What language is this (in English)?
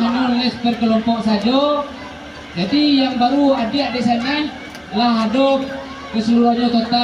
Minangkabau